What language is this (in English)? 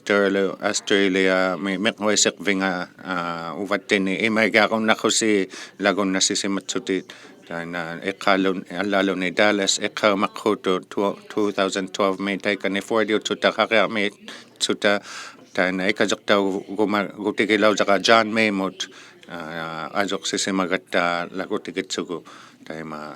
Inuktitut